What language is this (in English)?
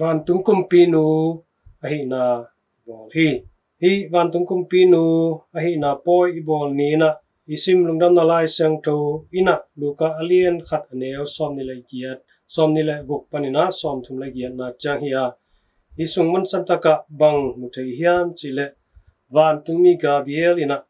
Tedim Chin